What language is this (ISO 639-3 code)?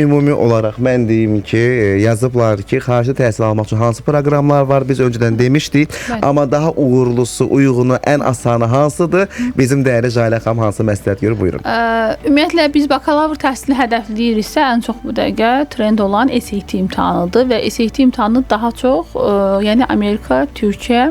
aze